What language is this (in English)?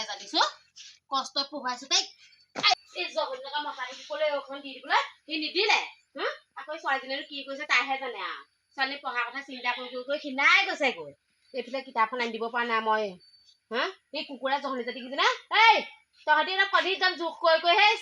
Assamese